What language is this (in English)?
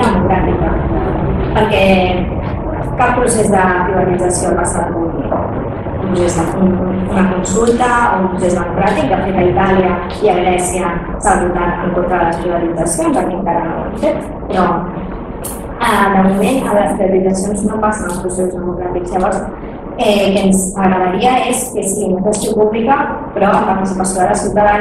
Catalan